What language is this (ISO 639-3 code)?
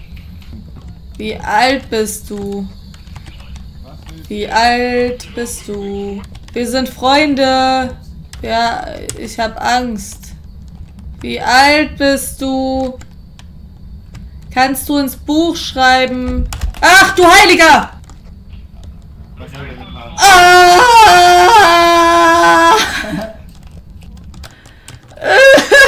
deu